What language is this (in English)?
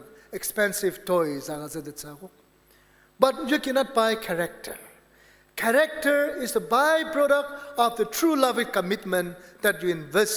Ao Naga